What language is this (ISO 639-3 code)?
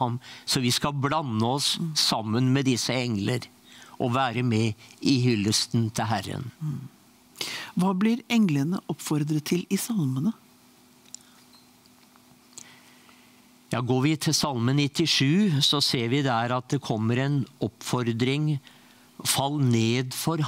nor